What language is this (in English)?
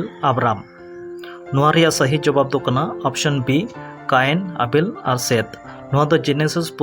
Santali